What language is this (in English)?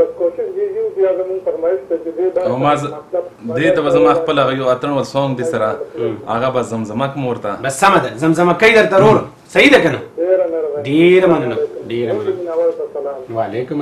Pashto